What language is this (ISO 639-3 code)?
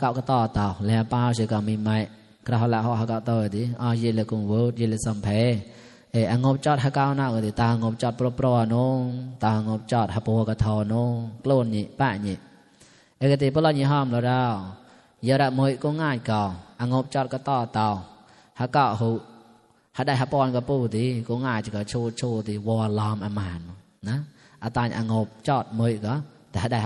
mnw